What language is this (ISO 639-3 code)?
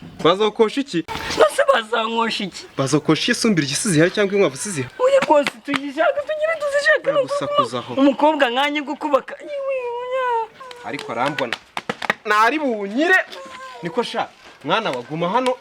kin